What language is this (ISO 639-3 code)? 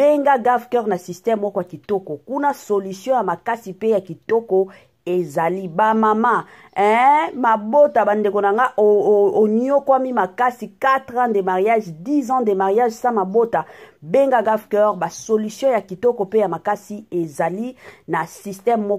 lin